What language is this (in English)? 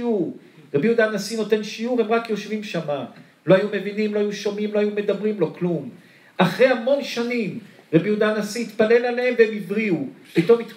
Hebrew